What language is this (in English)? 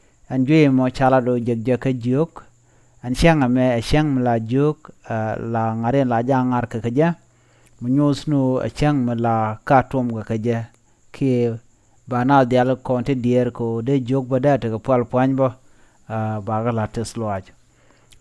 Nuer